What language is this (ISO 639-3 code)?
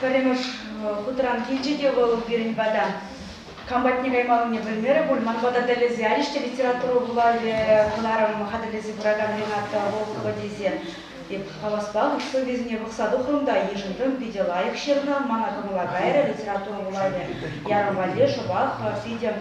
chv